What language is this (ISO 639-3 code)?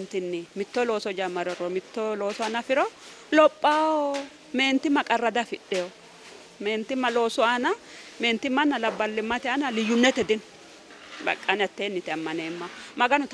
sid